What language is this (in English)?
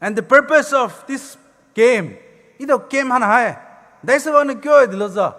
Poumei Naga